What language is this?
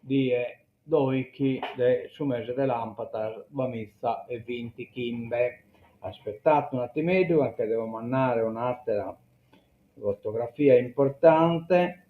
Sardinian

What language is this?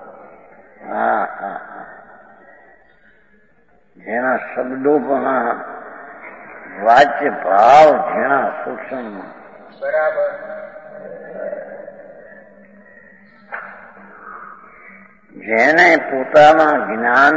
Gujarati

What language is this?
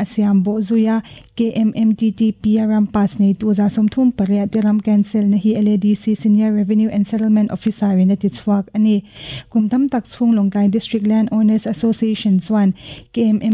Mizo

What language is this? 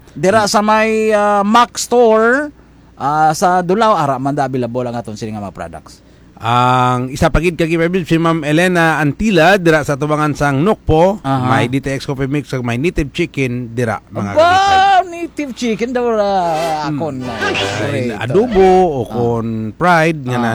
Hiligaynon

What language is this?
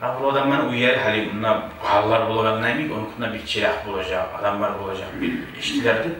Kumyk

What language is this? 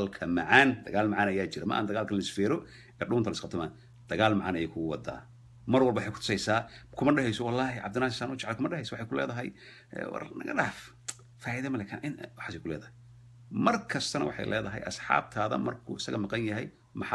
Somali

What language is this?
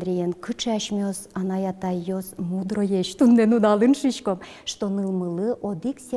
Udmurt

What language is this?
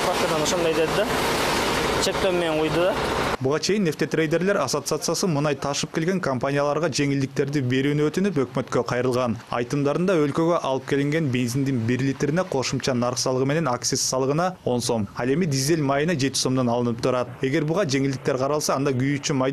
Kyrgyz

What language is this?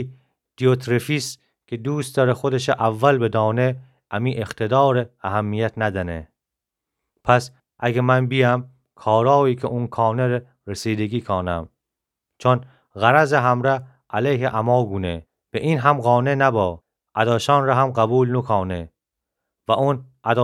Gilaki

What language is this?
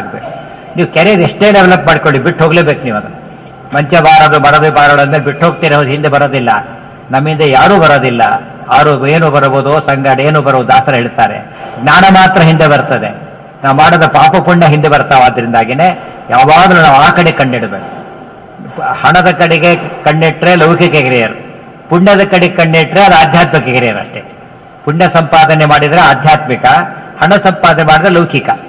Kannada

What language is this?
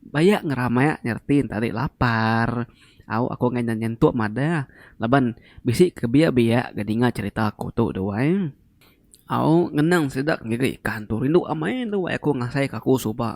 Iban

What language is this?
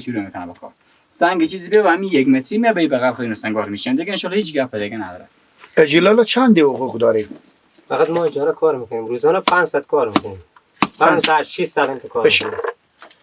Persian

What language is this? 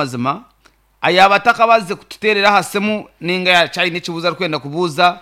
Nyankole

